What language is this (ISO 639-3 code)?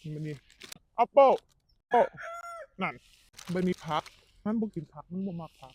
tts